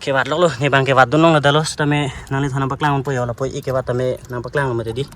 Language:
Karbi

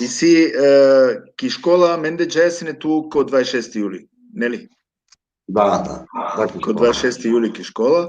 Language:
Balkan Romani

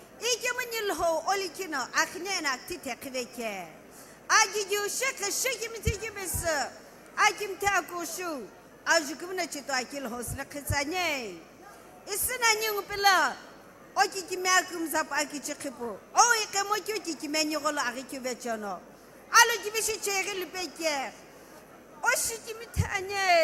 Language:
Sumi Naga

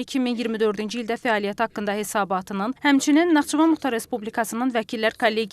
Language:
Azerbaijani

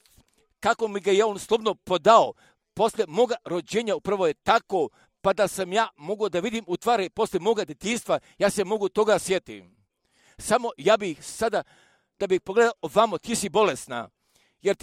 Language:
Serbian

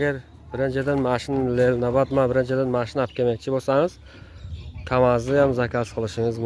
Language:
Uzbek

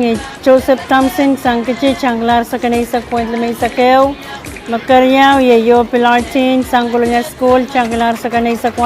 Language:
Pohnpeian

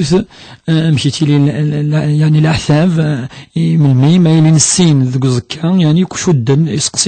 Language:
Kabyle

